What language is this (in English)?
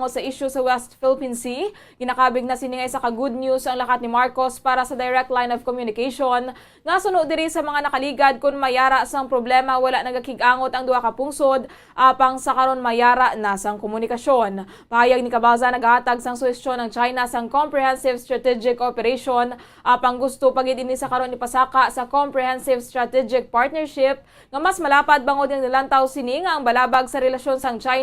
Hiligaynon